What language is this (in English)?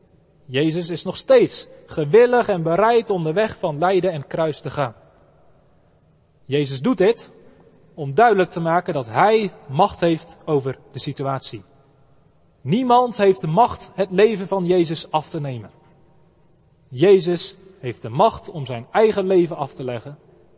Dutch